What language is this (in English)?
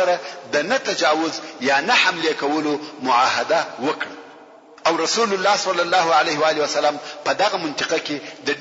Pashto